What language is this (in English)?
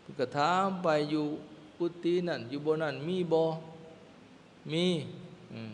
Lao